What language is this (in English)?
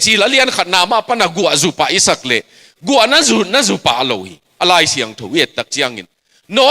Tedim Chin